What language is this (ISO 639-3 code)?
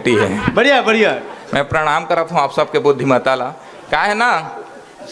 hne